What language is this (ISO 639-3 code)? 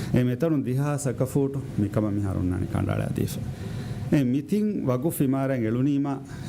div